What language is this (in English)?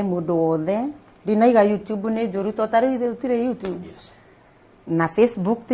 Kikuyu